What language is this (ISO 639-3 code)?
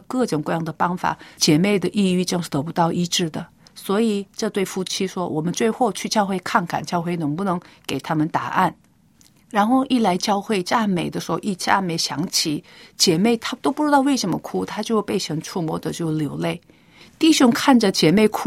zho